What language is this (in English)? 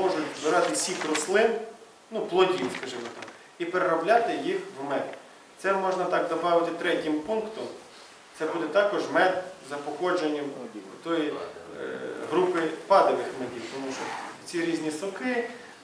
Ukrainian